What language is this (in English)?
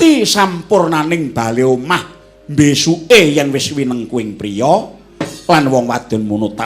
Javanese